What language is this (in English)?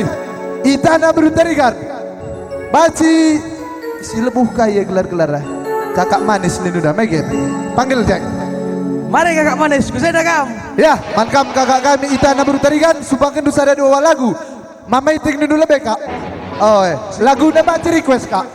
Batak Karo